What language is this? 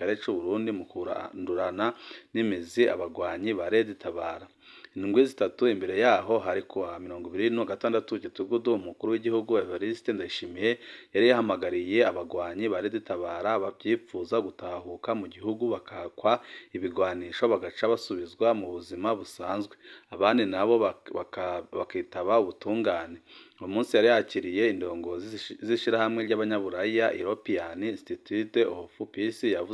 Rundi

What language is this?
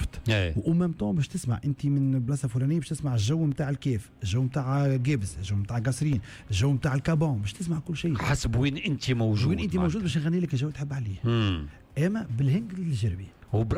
Tunisian Arabic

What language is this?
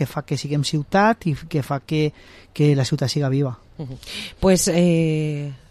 Catalan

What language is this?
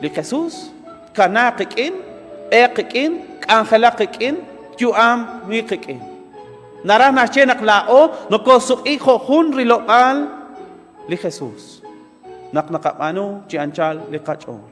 Kekchí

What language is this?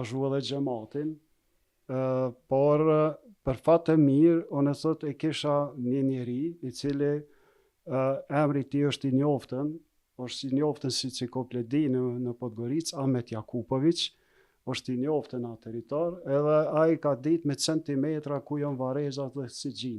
Albanian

